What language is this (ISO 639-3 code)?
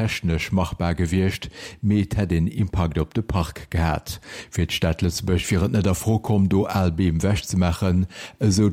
ltz